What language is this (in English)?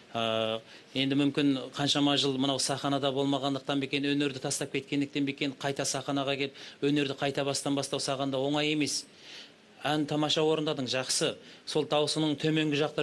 Kazakh